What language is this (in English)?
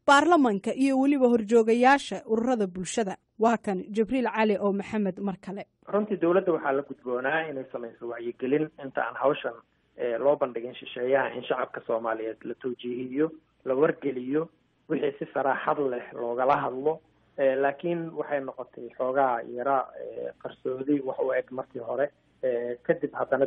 Somali